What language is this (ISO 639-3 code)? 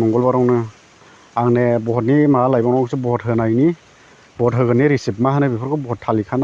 brx